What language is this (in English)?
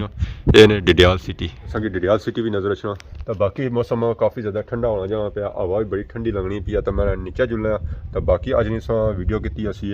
Pahari-Potwari